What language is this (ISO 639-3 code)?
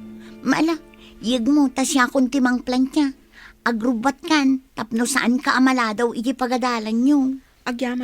ilo